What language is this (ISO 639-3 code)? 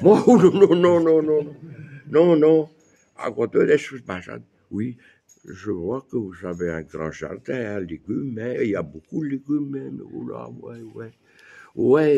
bre